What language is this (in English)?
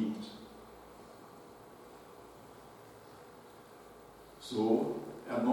German